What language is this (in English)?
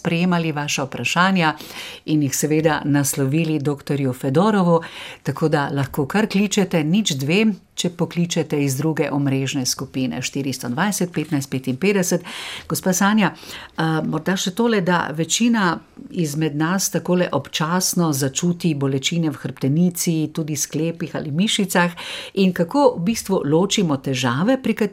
Slovenian